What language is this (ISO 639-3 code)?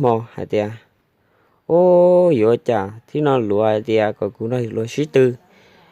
hmn